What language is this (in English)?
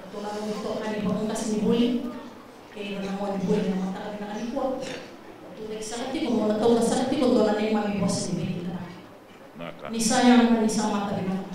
Fijian